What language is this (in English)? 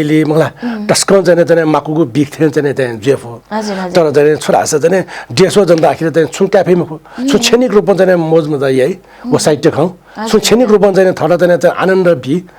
Newari